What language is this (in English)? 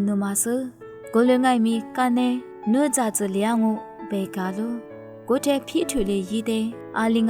Lisu